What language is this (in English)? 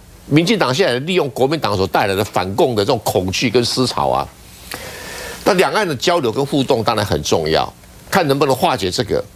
Chinese